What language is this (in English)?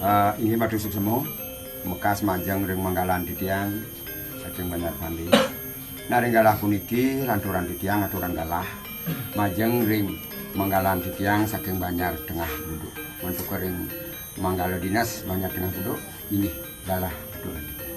Balinese